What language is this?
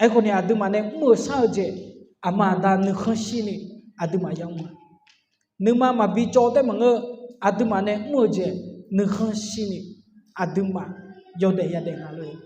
Akha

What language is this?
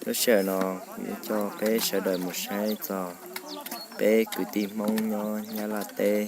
Hmong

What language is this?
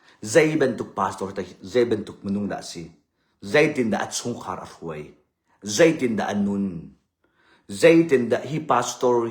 Hakha Chin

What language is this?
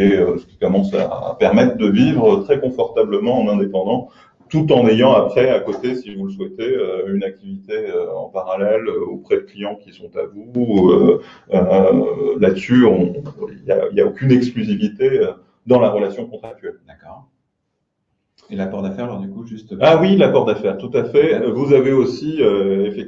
French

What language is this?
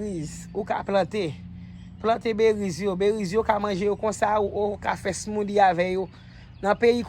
Haitian Creole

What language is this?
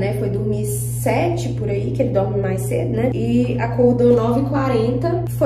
Portuguese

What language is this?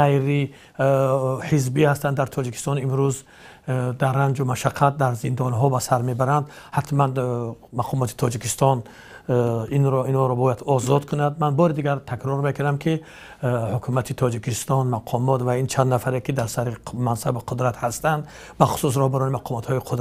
Tajik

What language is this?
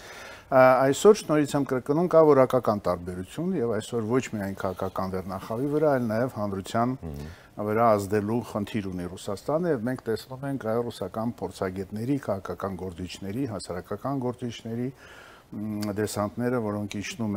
Armenian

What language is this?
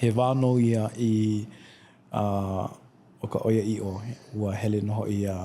Hawaiian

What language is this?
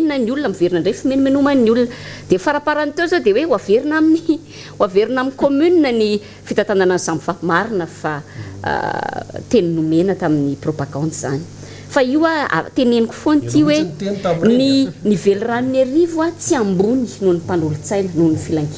Malagasy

